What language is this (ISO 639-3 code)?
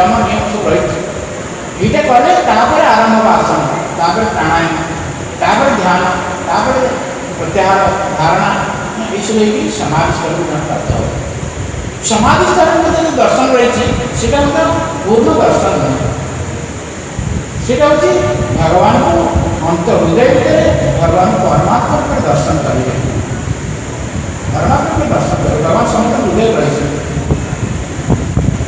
ori